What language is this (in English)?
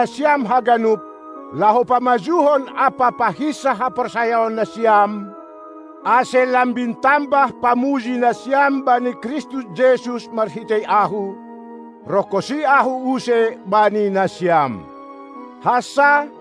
Batak Simalungun